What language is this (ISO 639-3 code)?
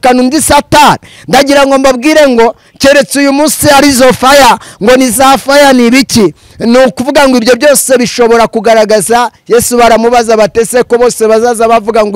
kin